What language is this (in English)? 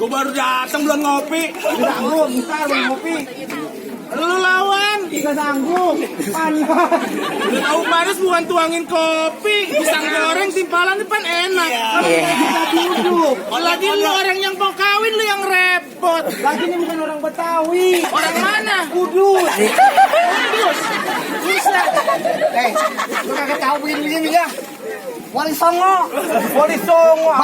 Betawi